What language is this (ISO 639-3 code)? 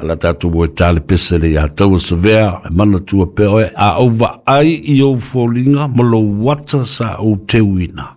smo